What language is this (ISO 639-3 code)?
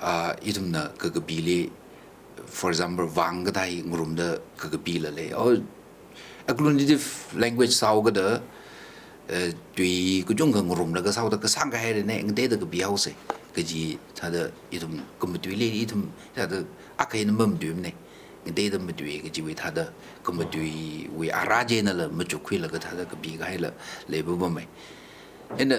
nmf